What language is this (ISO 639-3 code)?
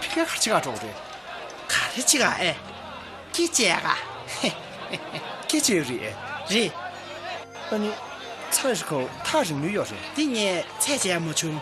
bod